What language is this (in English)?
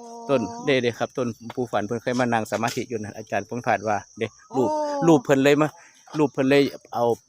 Northeastern Thai